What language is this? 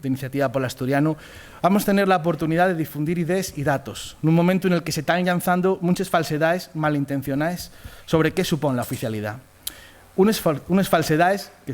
Asturian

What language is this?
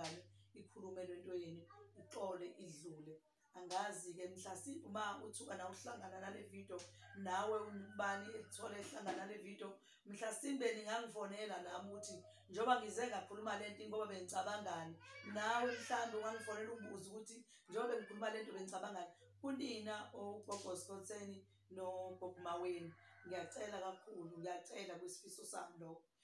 Zulu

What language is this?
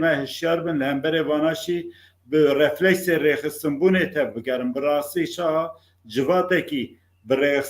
Kurdish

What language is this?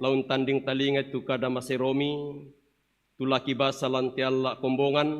Toraja-Sa'dan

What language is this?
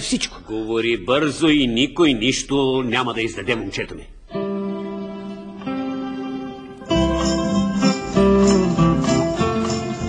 Bulgarian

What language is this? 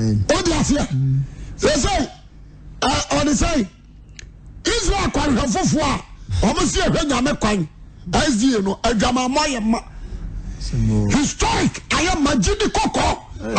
Akan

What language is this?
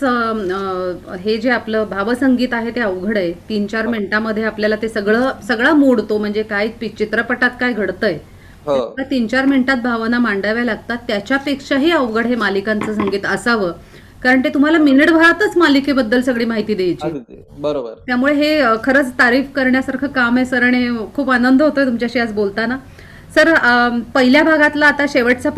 Marathi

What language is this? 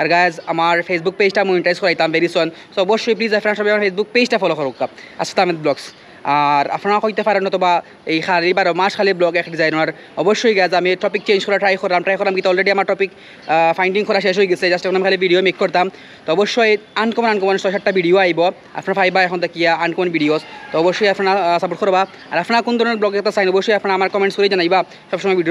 Sylheti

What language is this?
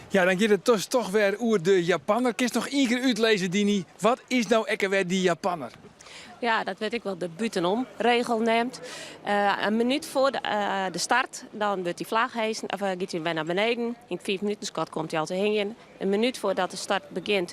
Western Frisian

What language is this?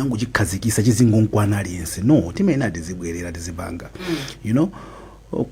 Nyanja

